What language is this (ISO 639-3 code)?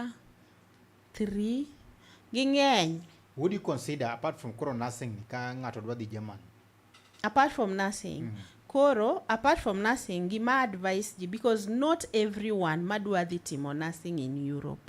luo